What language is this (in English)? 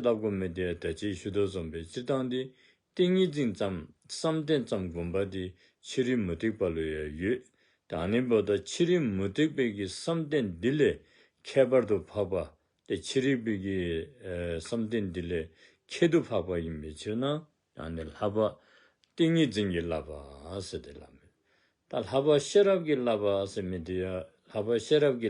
Dzongkha